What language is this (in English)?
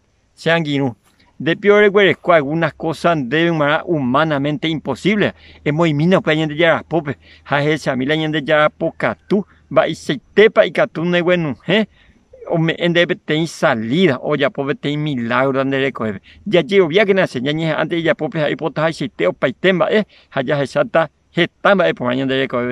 Guarani